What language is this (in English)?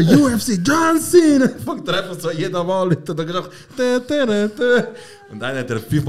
Swiss German